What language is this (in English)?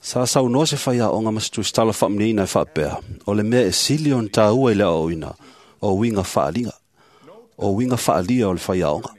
Samoan